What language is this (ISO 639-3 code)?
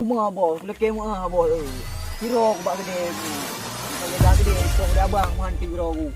ace